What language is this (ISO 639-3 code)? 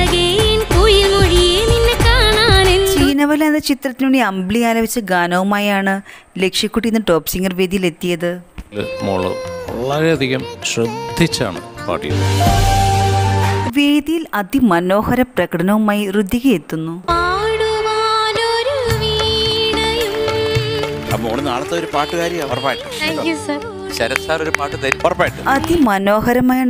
mal